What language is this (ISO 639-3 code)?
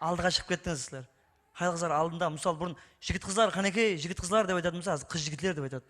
kaa